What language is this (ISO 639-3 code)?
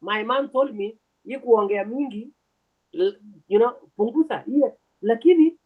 kln